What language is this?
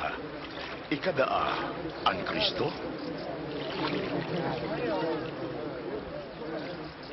Bikol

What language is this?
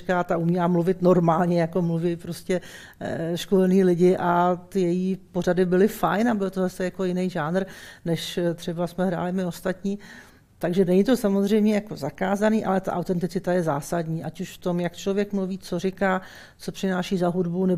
Czech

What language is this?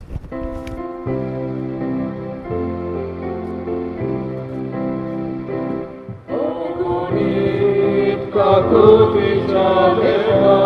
Konkani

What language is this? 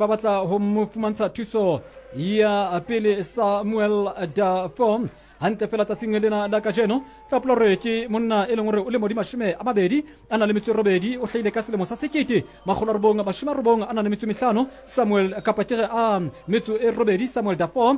Southern Sotho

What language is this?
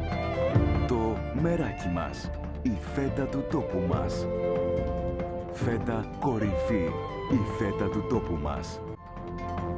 Greek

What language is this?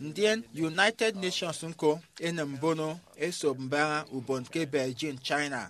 Efik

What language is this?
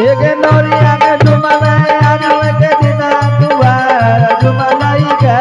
Angika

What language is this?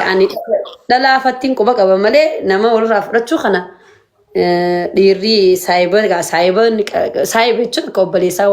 Oromo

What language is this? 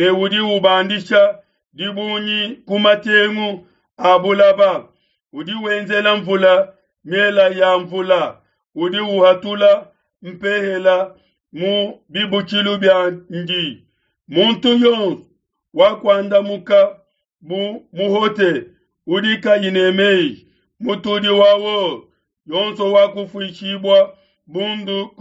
Luba-Lulua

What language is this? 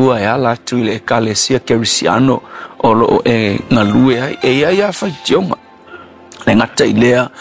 Samoan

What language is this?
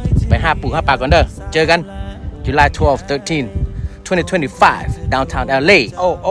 Lao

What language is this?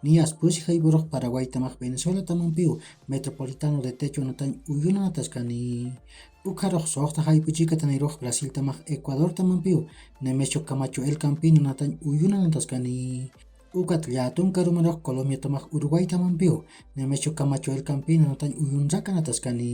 Aymara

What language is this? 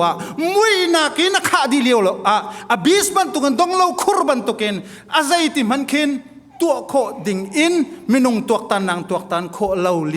Hakha Chin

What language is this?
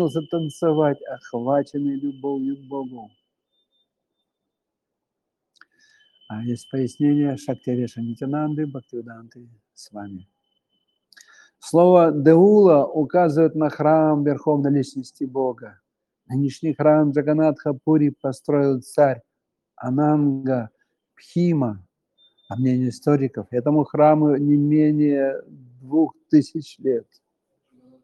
Russian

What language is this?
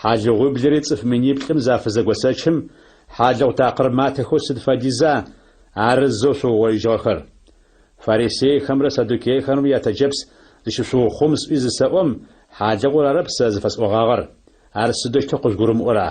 Adyghe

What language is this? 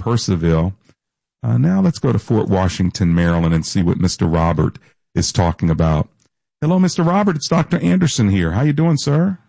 English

